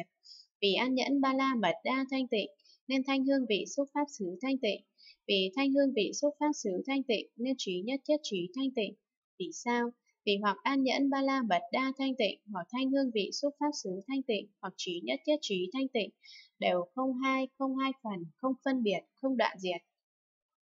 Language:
Vietnamese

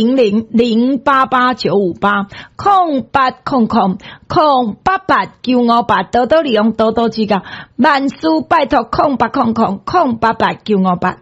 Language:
Min Nan Chinese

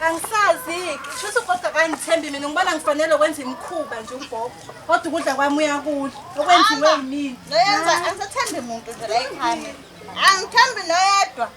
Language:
Zulu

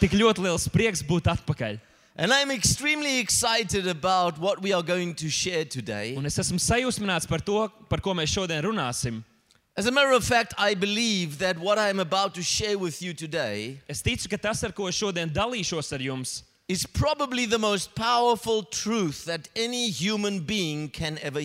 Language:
Latvian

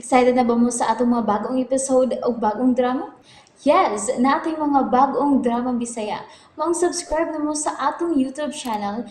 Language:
Cebuano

